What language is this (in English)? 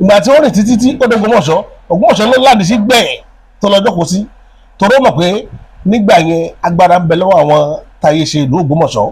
Yoruba